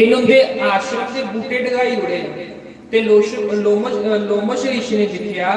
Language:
Dogri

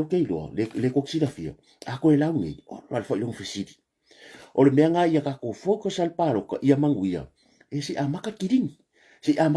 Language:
Samoan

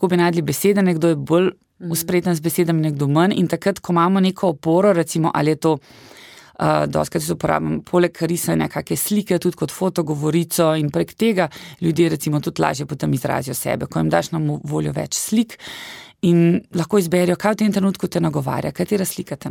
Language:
Slovenian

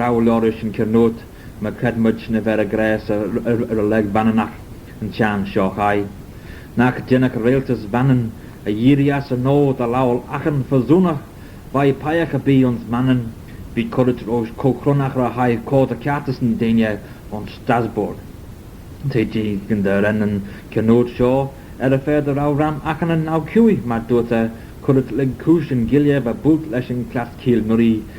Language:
Manx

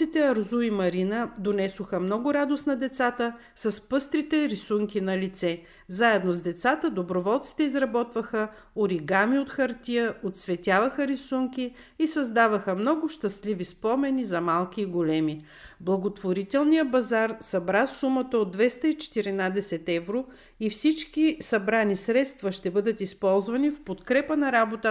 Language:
Bulgarian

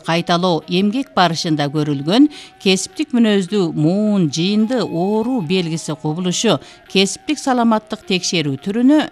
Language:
Kyrgyz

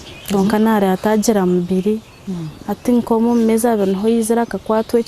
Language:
Nyankole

